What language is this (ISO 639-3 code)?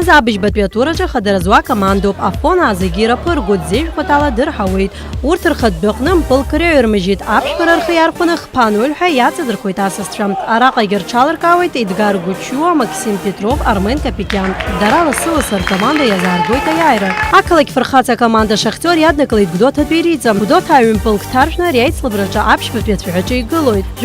abk